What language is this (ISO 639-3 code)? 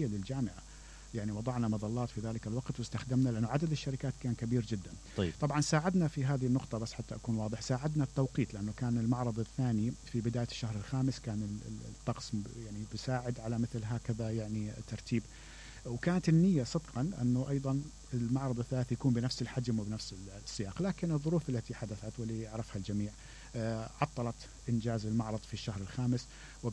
acm